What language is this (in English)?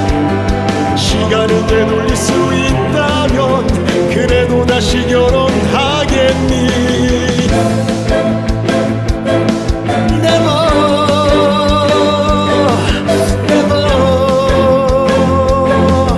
Korean